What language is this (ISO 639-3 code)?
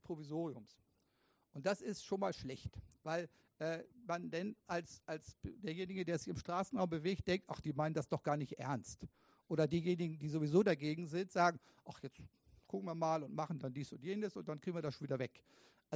deu